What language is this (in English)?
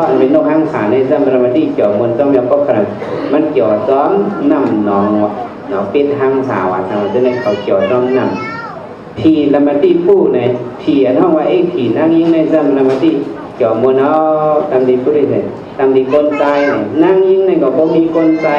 Shan